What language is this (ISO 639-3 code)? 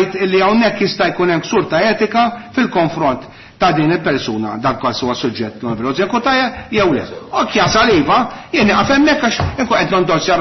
mlt